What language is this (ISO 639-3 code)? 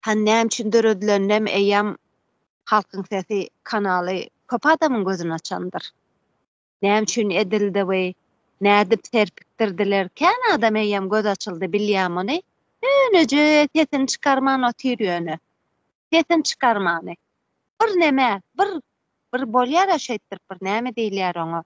tuk